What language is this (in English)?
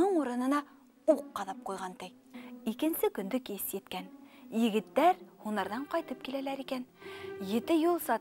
Bashkir